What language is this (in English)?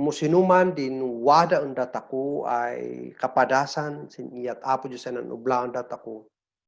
Kankanaey